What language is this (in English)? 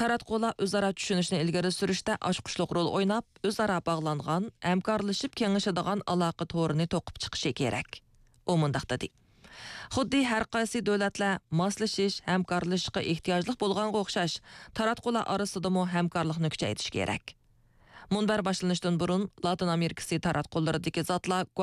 Uyghur